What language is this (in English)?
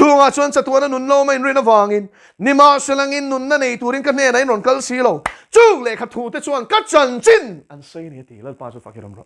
Mizo